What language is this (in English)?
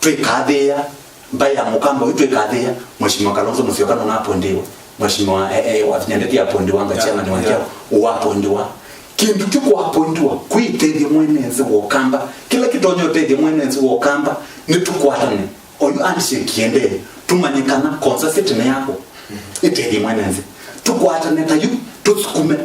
Kamba